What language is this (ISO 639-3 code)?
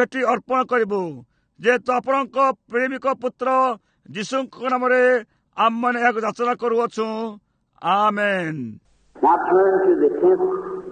ori